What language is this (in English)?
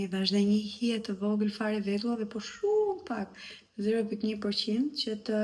Albanian